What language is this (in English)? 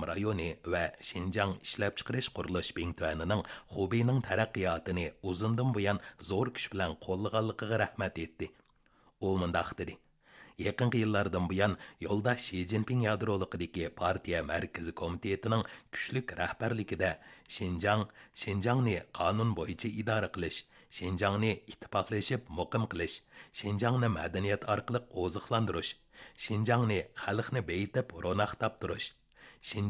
Uyghur